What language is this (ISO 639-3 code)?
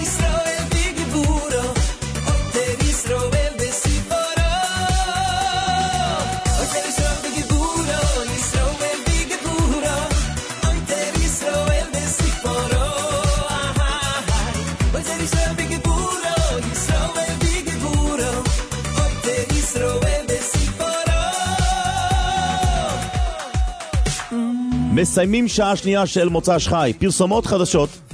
heb